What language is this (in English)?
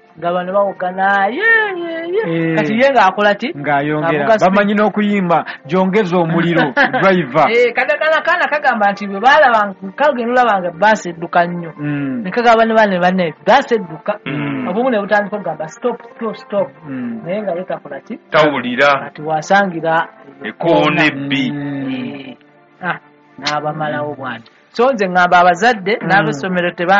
Ganda